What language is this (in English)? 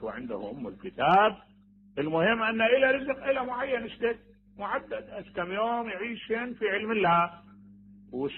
Mesopotamian Arabic